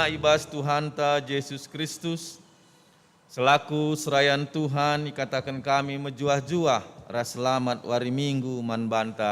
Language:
Batak Karo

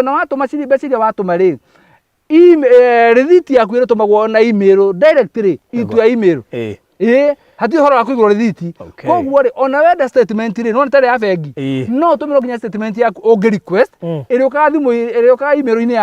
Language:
Kikuyu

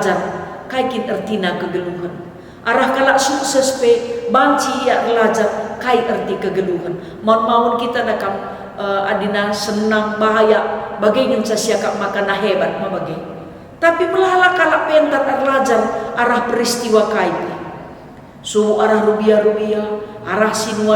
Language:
Batak Karo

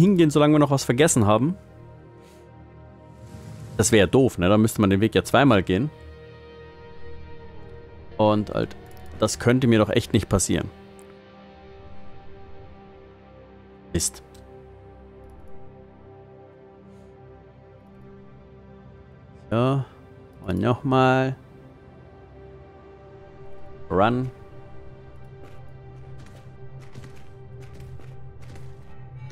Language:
German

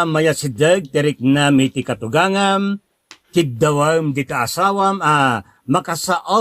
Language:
Iloko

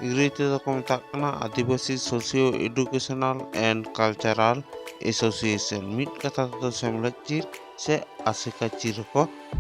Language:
Santali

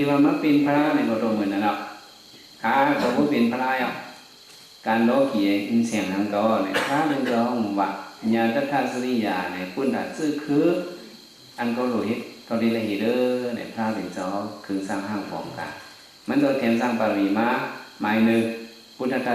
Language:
Shan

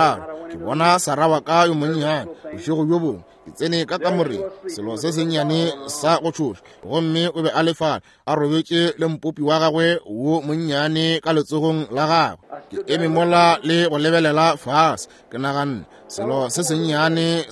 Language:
Northern Sotho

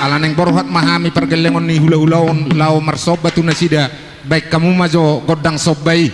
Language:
Batak Toba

